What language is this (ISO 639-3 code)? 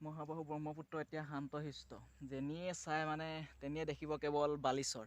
asm